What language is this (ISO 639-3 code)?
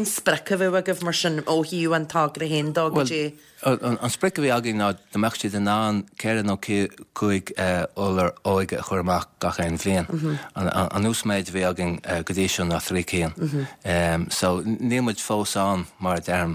gle